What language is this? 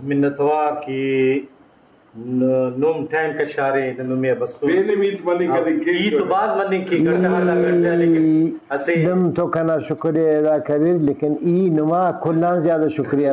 Brahui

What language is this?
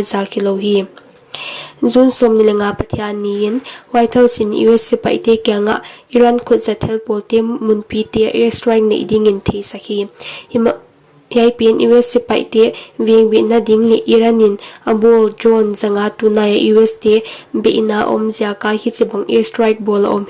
Paite Chin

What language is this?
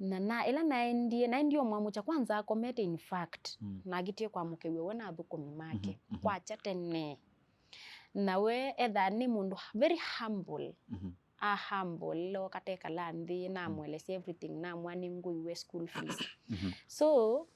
Kamba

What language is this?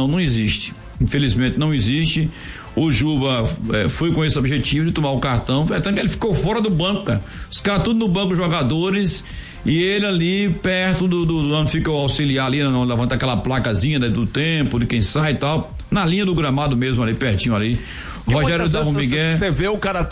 Portuguese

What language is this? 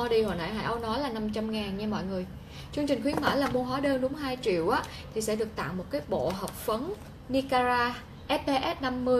Vietnamese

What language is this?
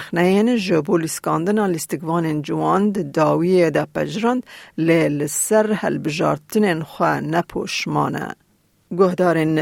Kurdish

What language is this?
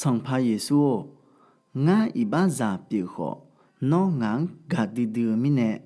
Akha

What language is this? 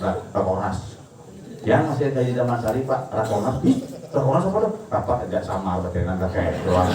Balinese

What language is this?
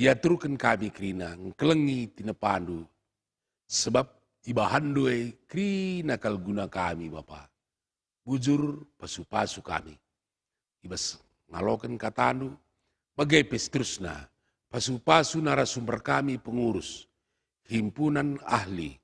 Batak Karo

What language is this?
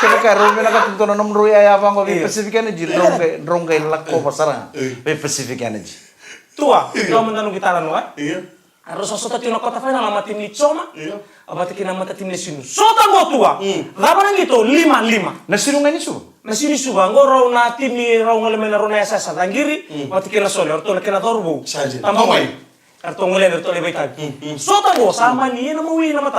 Fijian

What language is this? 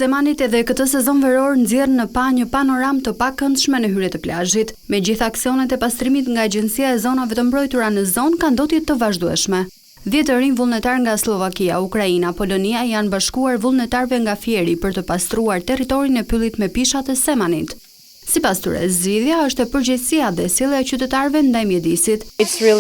Albanian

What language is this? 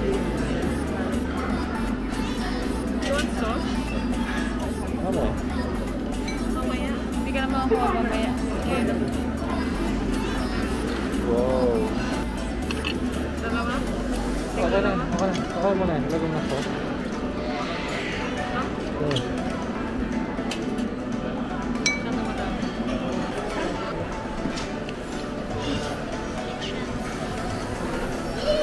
Filipino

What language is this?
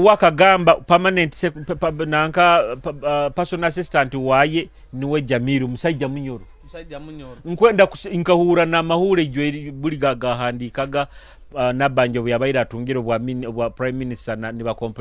Nyoro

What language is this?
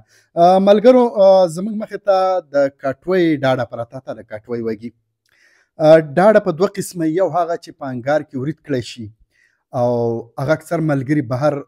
Pashto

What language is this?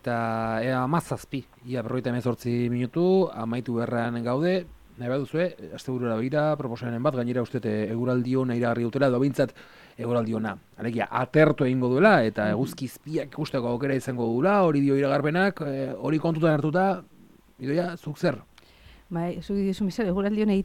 Basque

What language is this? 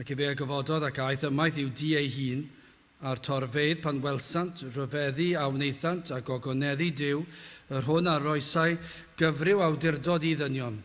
Welsh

